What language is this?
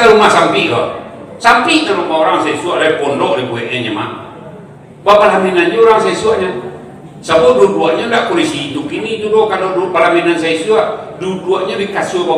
Minangkabau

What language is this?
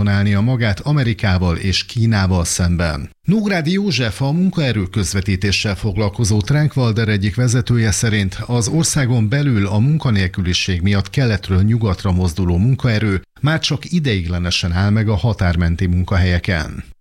Hungarian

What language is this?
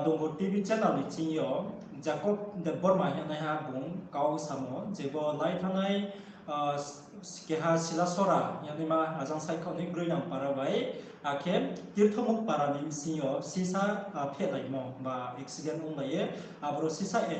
Riang (India)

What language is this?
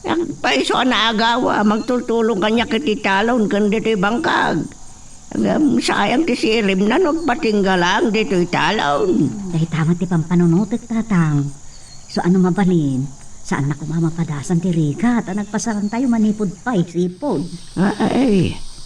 Iloko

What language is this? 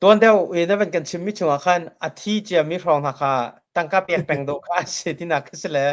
Hakha Chin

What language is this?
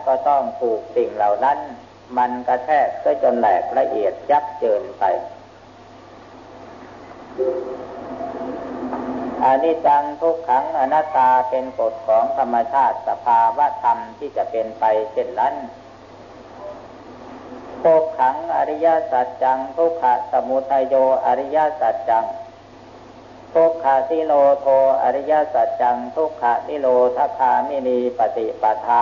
Thai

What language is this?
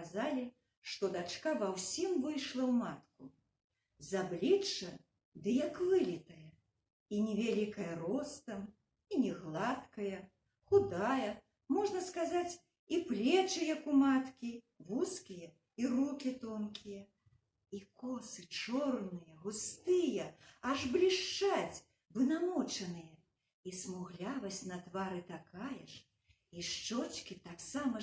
Belarusian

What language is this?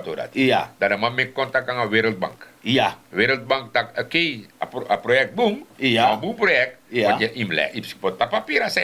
Sranan Tongo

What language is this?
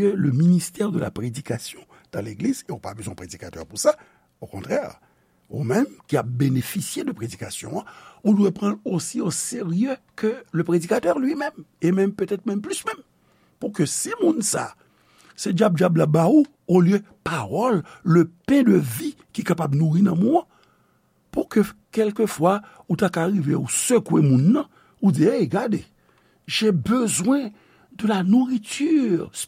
Haitian Creole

